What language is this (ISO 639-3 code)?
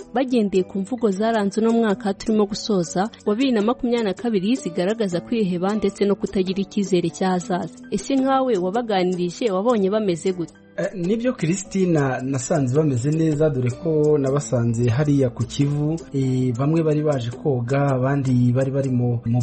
kin